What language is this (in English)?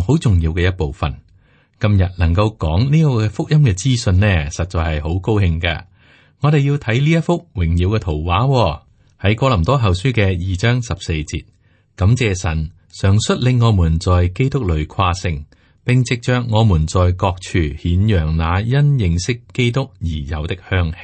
Cantonese